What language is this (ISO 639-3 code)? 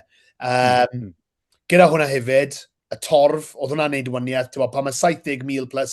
cym